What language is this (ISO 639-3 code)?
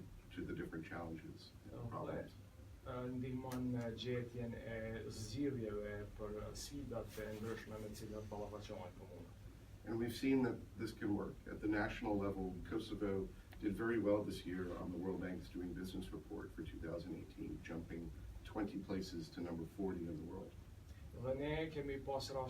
sqi